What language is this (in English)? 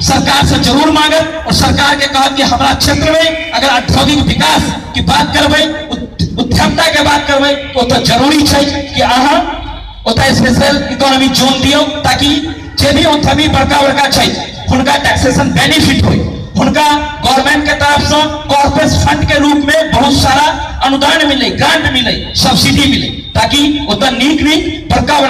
Maithili